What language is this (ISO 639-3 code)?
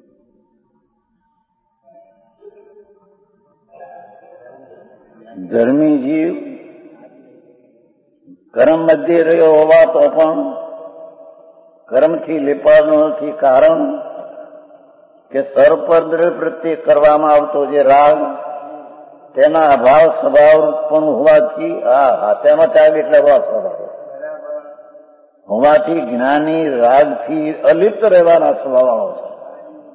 guj